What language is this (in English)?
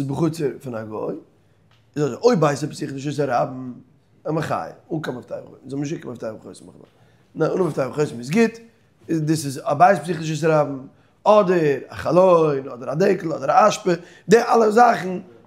Yiddish